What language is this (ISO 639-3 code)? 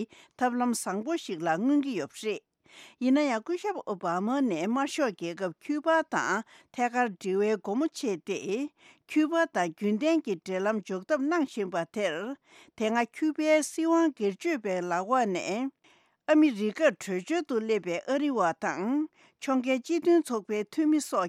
bod